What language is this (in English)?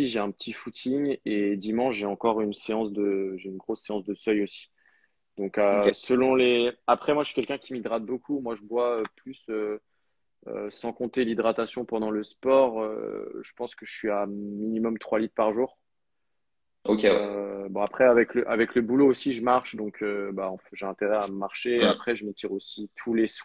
French